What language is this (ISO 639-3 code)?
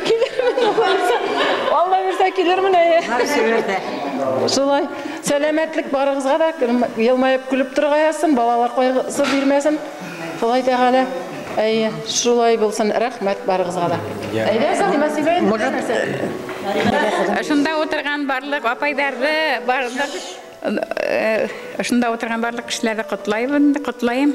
bak